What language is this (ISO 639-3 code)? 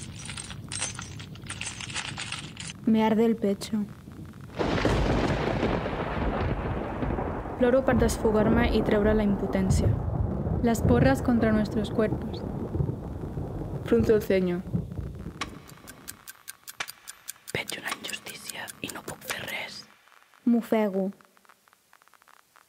cat